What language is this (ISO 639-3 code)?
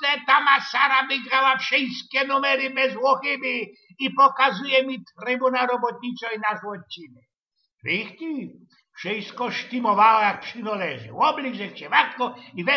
szl